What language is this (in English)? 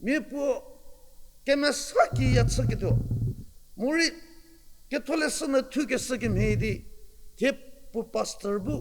Angami Naga